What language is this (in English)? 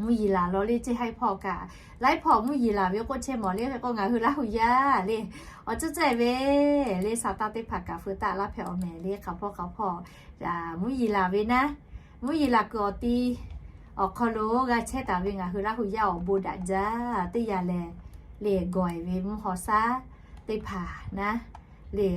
Lahu